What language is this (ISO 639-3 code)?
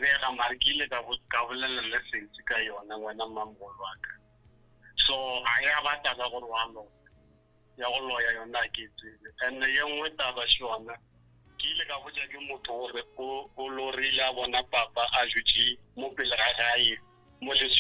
nso